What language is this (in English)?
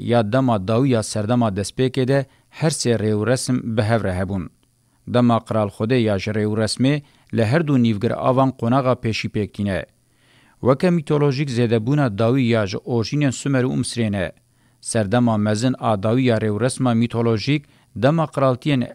Kurdish